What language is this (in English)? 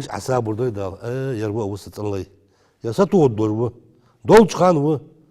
Ingush